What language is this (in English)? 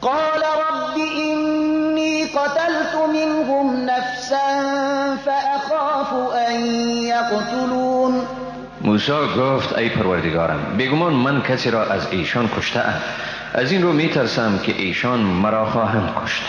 Persian